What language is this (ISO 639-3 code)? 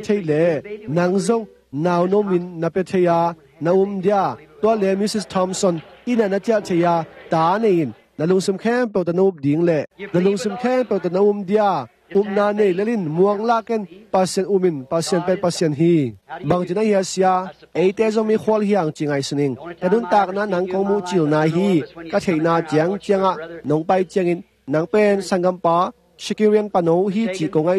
ctd